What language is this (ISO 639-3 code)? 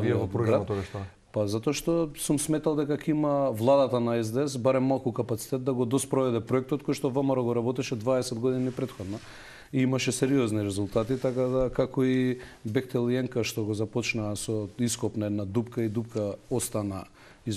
mkd